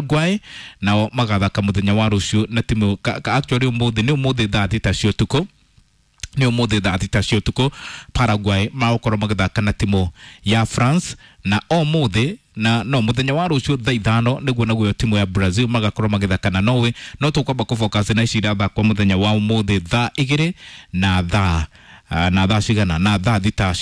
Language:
Kikuyu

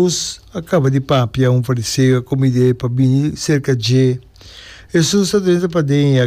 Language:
Papiamento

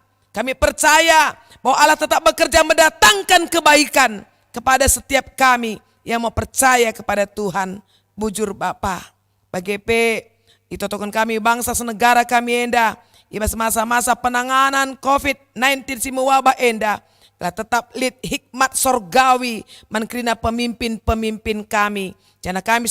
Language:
Batak Karo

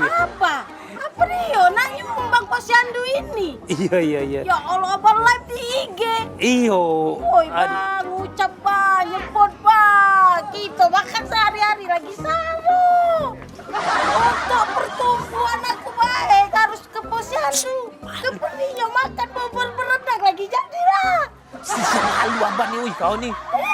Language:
Musi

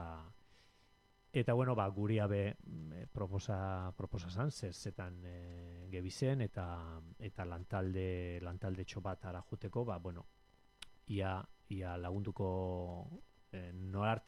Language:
Basque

